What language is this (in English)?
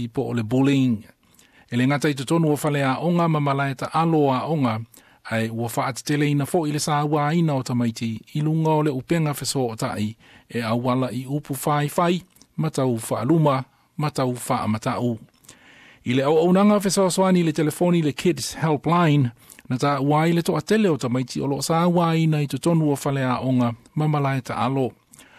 Samoan